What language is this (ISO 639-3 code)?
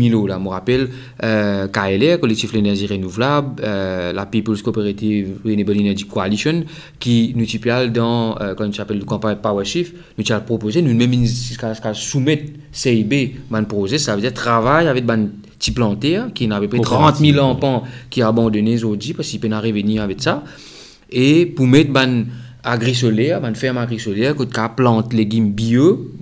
mfe